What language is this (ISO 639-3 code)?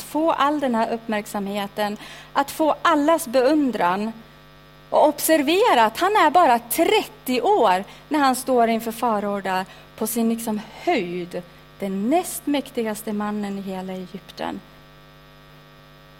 swe